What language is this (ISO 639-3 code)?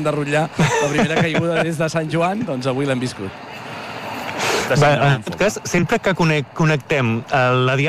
cat